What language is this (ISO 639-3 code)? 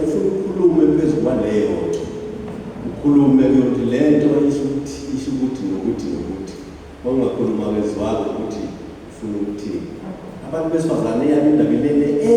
zul